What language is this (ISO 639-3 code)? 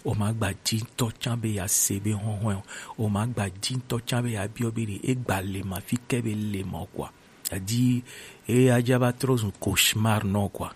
gej